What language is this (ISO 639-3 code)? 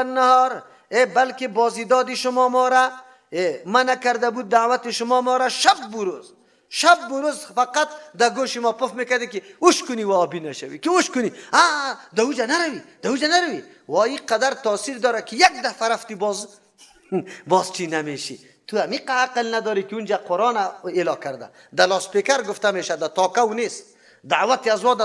fas